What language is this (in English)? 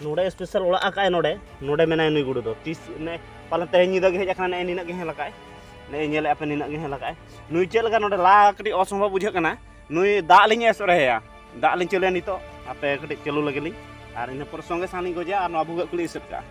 Santali